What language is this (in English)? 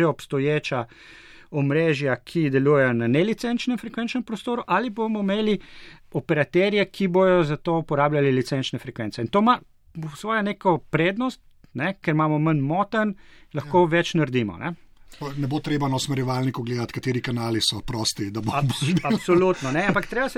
Slovenian